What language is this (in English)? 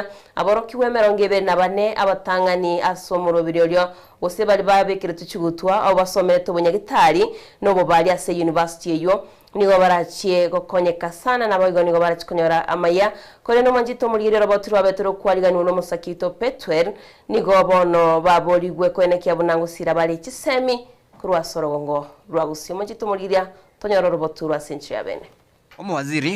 Gusii